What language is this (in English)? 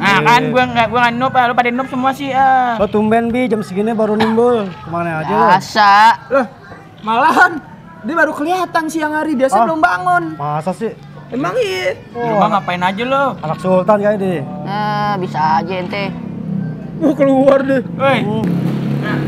Betawi